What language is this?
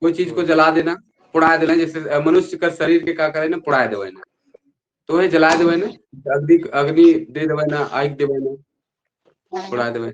Sadri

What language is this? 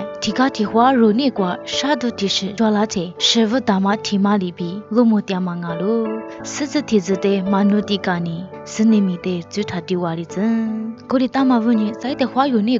Lisu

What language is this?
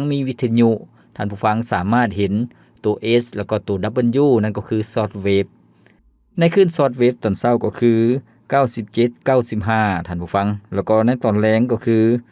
Lao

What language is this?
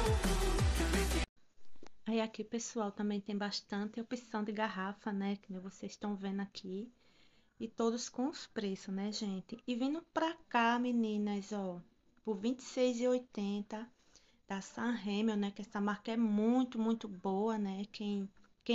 Portuguese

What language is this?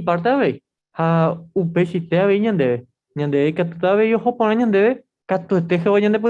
Guarani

